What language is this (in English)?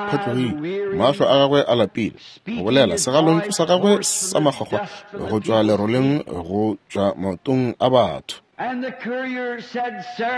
Northern Sotho